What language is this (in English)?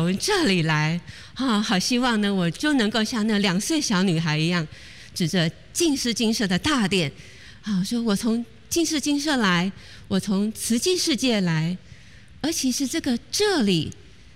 Chinese